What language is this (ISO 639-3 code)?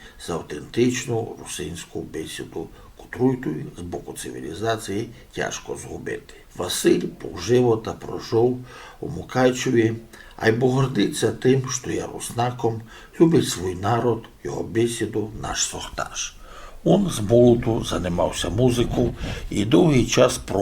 rue